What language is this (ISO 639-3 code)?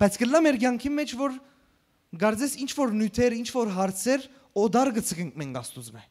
hyw